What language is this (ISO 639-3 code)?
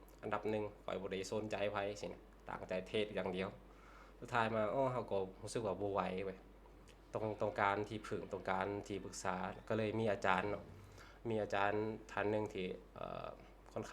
lao